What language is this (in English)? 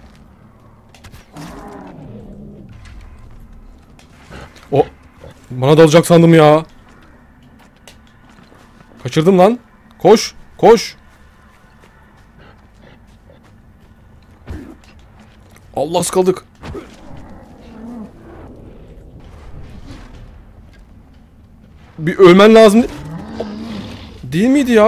Turkish